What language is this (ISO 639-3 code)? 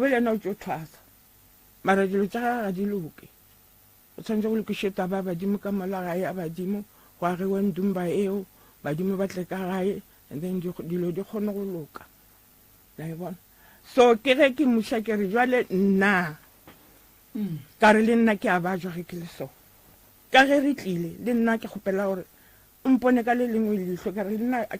nso